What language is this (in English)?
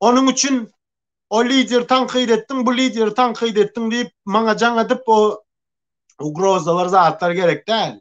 Turkmen